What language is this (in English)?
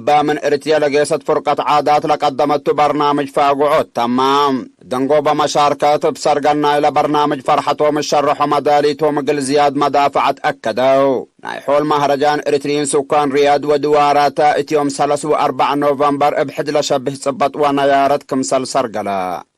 Tigre